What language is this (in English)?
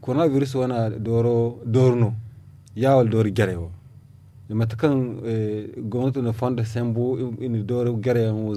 Zarma